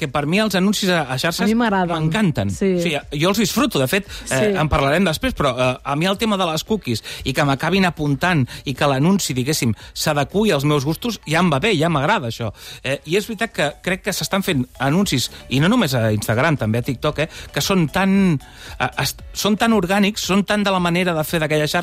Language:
Catalan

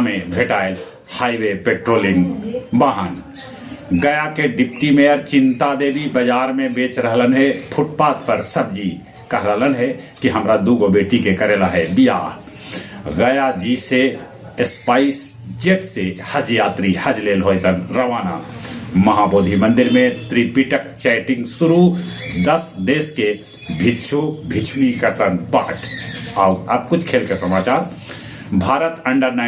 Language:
Magahi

